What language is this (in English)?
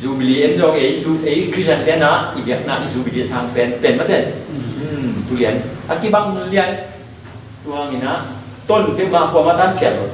Tedim Chin